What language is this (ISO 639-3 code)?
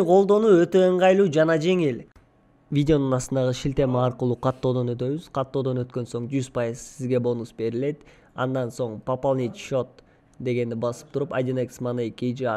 kir